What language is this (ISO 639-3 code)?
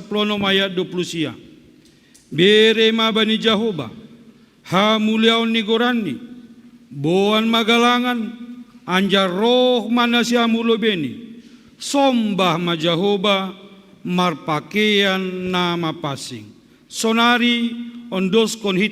bts